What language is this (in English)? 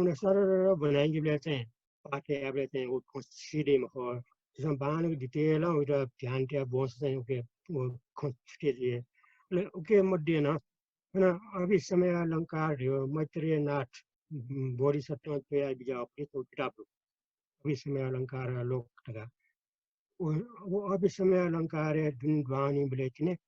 Newari